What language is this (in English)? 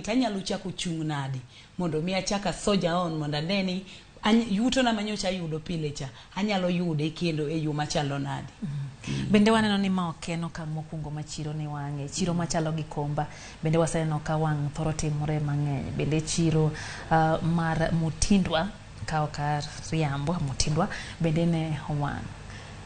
Luo (Kenya and Tanzania)